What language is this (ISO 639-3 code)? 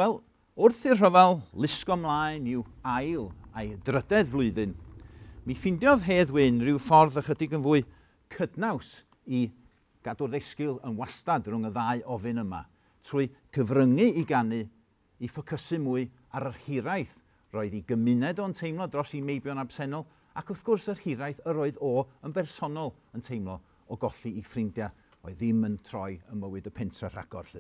cym